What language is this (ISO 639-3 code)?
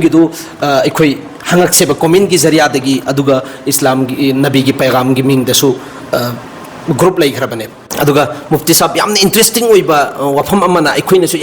mni